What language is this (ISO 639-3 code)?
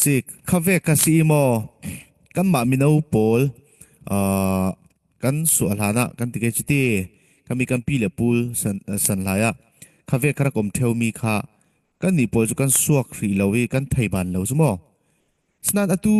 cfm